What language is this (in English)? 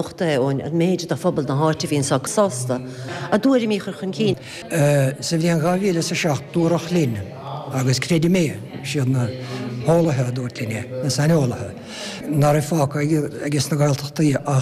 Irish